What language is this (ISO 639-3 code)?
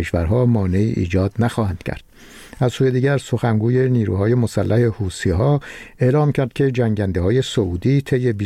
fas